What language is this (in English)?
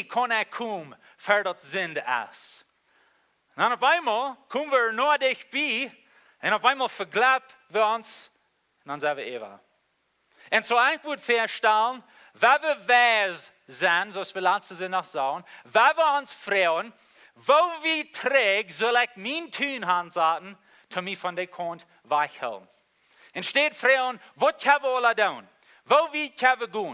Plautdietsch